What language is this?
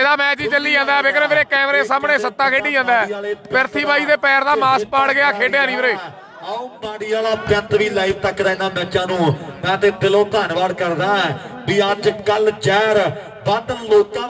Punjabi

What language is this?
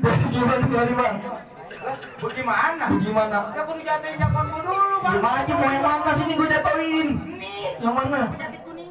Betawi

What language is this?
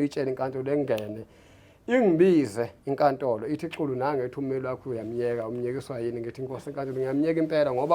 Zulu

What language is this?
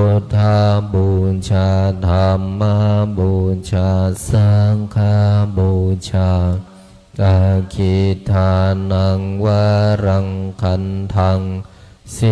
Pali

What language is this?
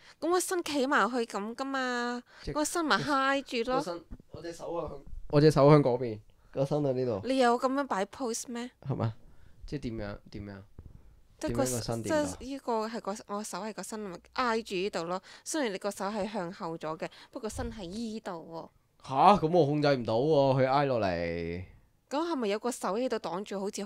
Cantonese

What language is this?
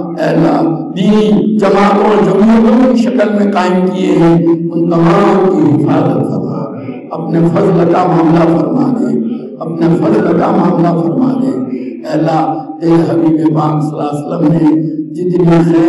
Urdu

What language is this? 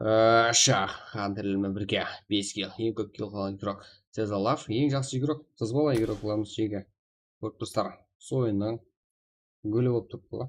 Kara-Kalpak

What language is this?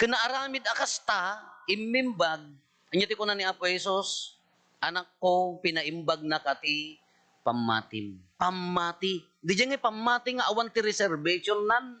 Iloko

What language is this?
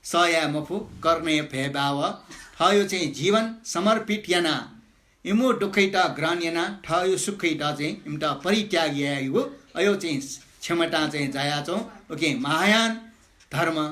Newari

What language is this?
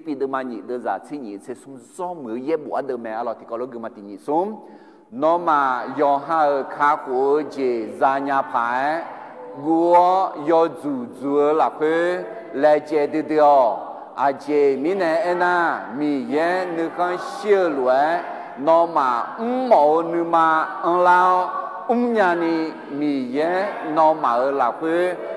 Akha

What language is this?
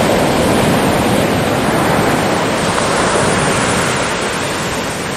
Bangla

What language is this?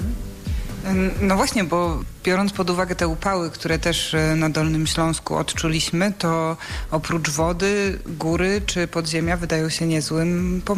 Polish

